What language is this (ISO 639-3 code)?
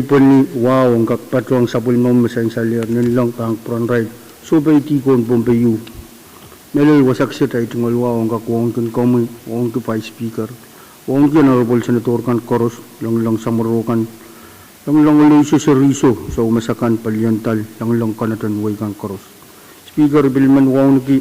pon